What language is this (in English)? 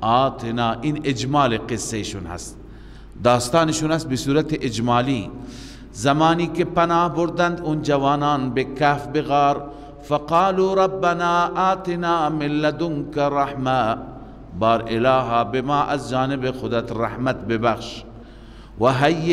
Persian